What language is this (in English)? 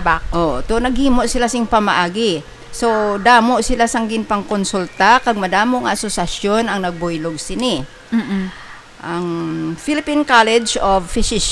Hiligaynon